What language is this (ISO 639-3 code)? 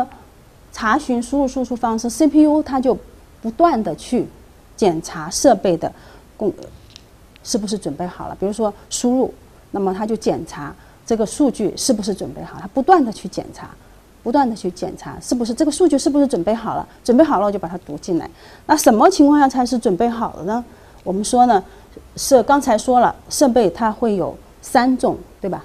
zho